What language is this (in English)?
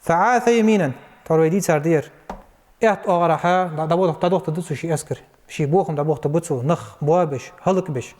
Ingush